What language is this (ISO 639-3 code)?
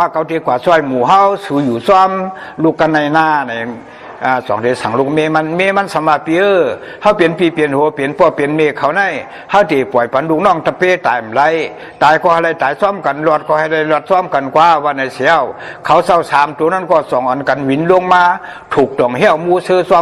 shn